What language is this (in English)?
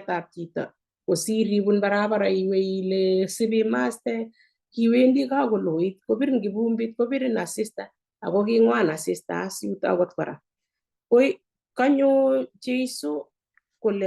Kalenjin